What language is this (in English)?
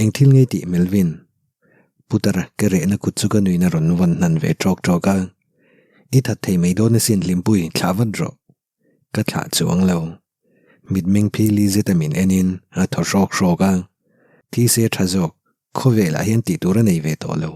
Mizo